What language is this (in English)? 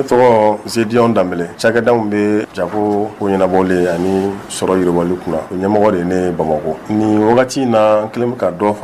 Bambara